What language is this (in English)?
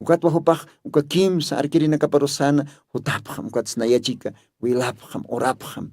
Aymara